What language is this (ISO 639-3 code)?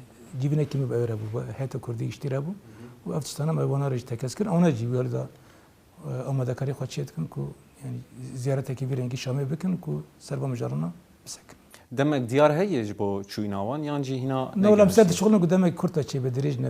kur